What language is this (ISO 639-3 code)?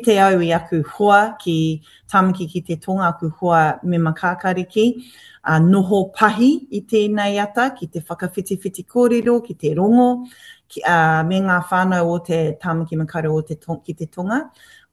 mri